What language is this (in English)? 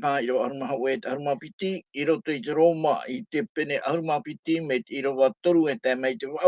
Tahitian